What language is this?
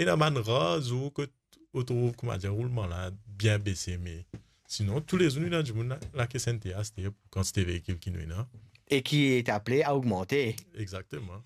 Morisyen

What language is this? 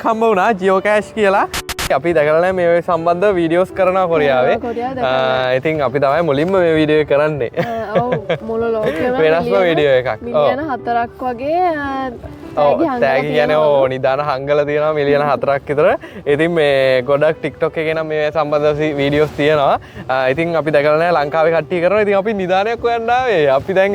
Sinhala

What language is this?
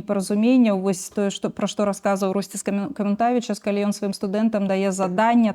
Belarusian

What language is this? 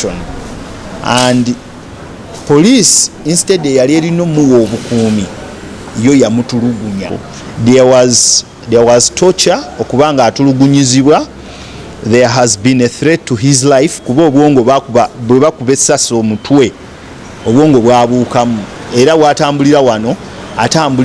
Ganda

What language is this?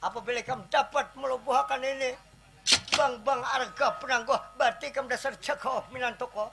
Banjar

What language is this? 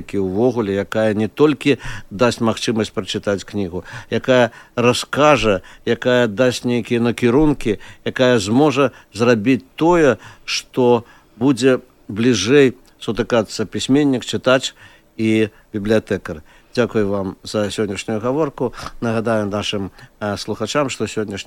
Belarusian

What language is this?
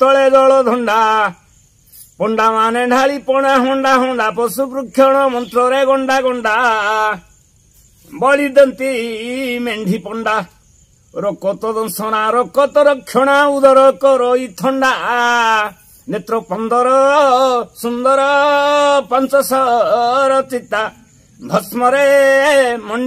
Odia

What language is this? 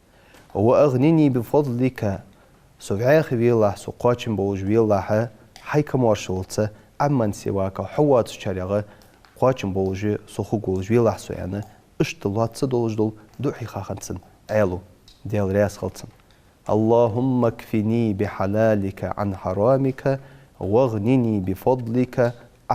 Ingush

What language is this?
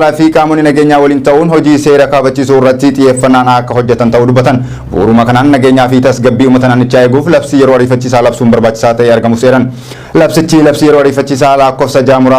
Oromo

